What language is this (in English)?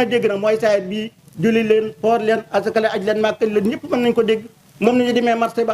Wolof